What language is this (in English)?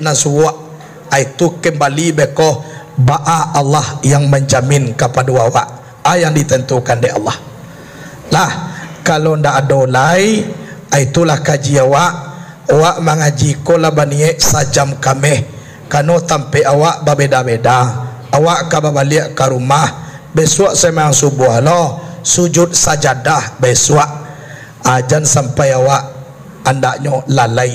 Minangkabau